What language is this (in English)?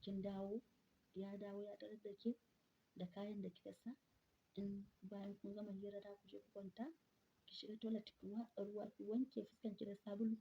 Hausa